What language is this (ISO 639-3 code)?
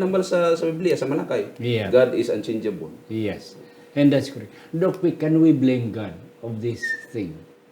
hil